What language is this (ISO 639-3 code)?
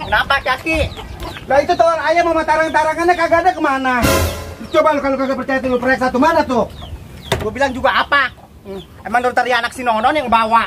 bew